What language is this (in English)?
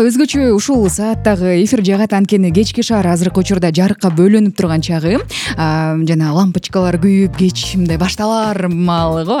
Kyrgyz